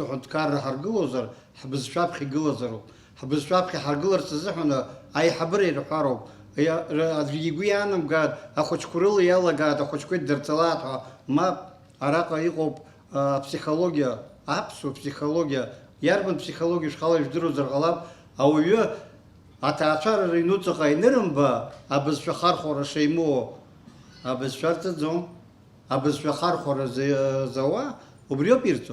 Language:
Abkhazian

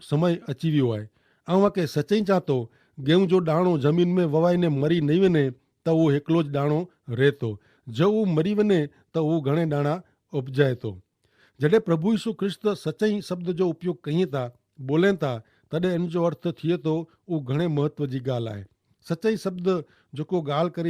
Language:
Kachhi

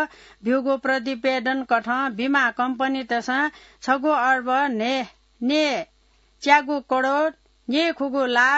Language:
Newari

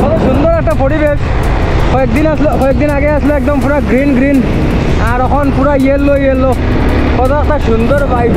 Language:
Sylheti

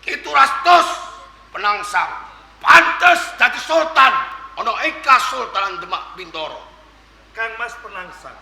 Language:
Javanese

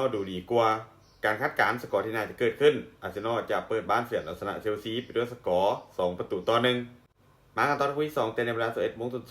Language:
Lao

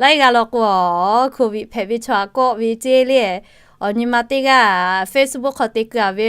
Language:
Lahu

